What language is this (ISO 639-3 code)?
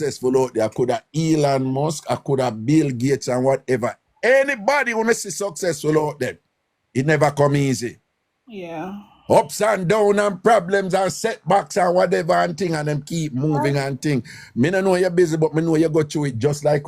jam